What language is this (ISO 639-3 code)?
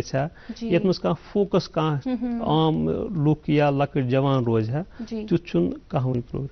kas